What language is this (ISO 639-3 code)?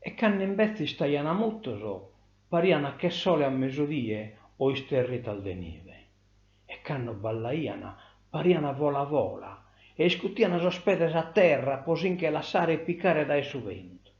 srd